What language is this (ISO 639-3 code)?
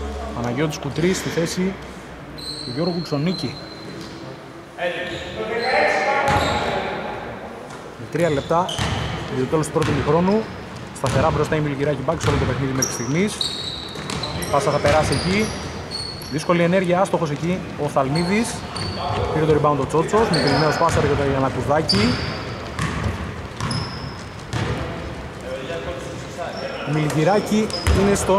ell